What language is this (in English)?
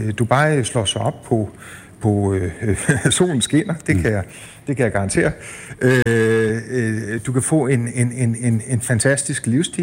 Danish